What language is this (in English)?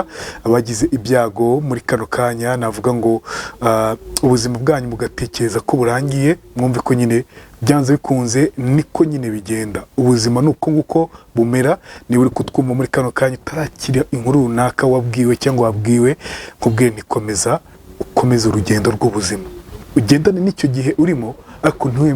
Kinyarwanda